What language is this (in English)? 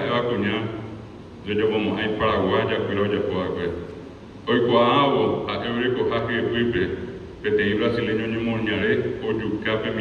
Guarani